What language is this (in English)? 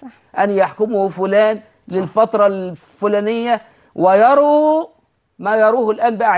Egyptian Arabic